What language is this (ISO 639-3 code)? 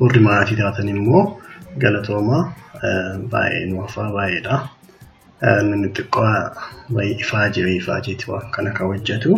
orm